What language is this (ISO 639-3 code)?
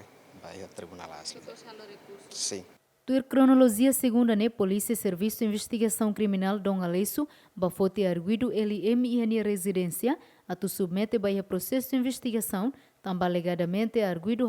tet